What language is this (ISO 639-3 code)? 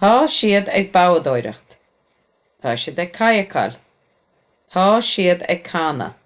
gle